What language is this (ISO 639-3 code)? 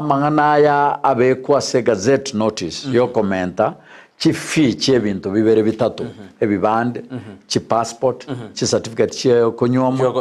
guz